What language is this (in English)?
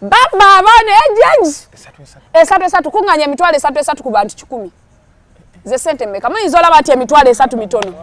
Ganda